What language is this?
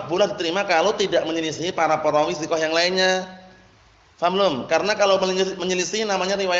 Indonesian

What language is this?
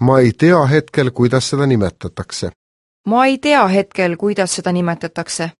Estonian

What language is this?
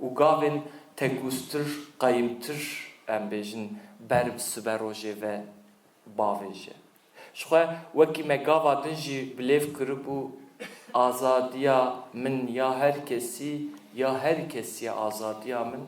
Kurdish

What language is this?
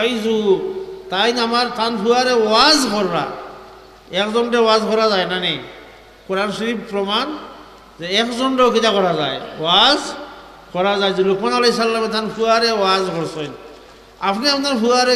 Sylheti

